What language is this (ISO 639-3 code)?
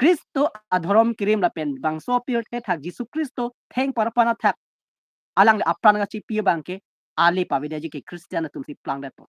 mjw